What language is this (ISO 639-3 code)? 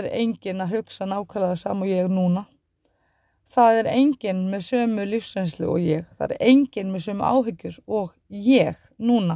isl